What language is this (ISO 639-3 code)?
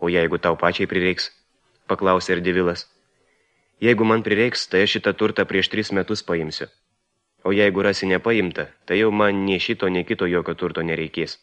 lit